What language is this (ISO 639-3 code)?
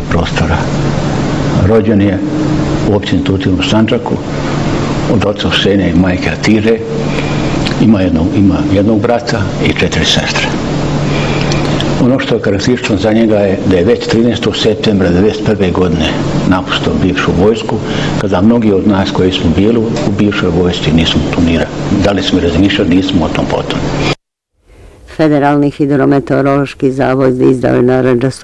bos